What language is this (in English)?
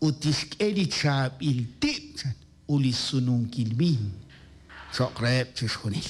Kekchí